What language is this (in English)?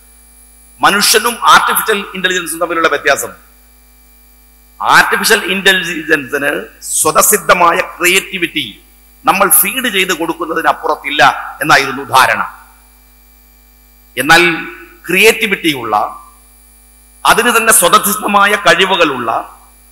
Malayalam